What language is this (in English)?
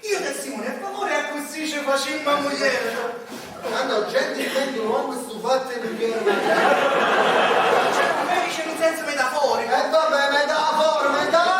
Neapolitan